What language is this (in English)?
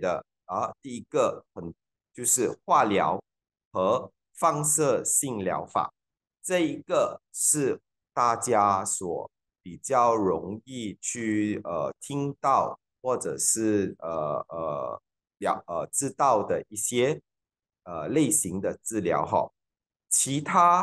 Chinese